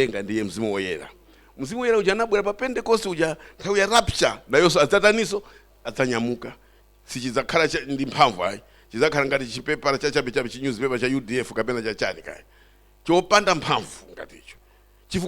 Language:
Nyanja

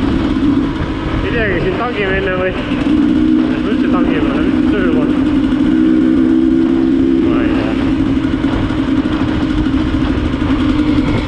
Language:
Estonian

